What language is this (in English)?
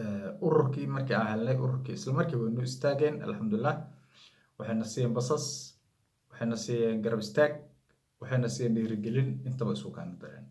Somali